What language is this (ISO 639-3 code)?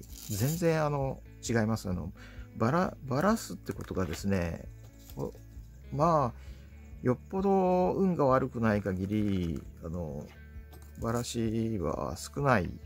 jpn